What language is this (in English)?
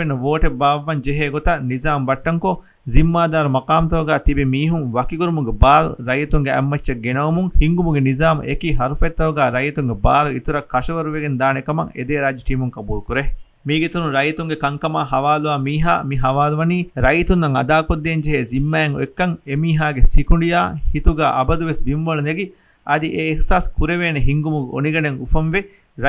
Divehi